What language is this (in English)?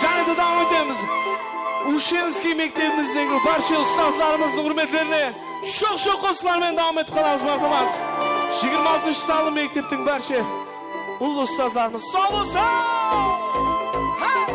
Kara-Kalpak